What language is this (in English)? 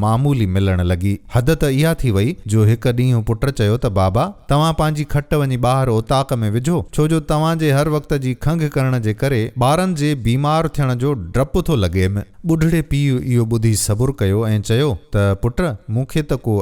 Sindhi